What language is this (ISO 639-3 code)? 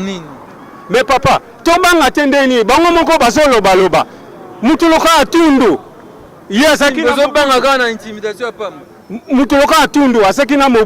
lin